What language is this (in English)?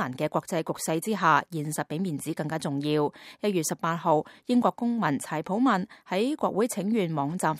Cantonese